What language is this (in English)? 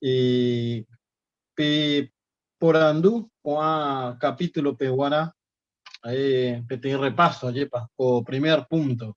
Guarani